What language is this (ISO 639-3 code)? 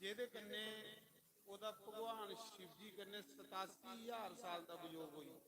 doi